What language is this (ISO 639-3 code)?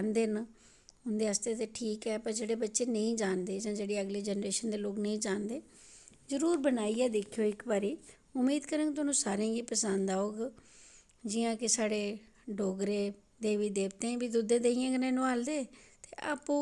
doi